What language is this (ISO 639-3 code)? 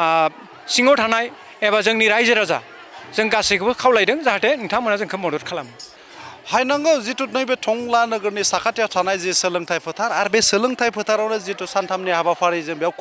brx